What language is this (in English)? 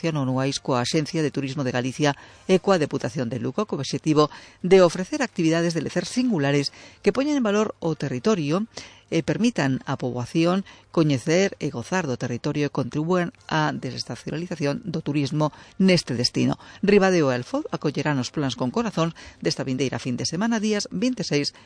Galician